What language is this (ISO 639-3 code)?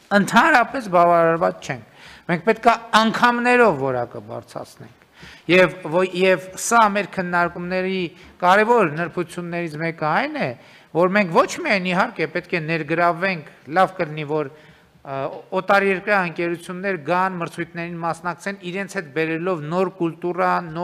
hye